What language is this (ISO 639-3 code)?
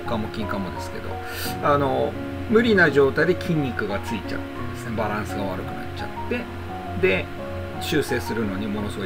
jpn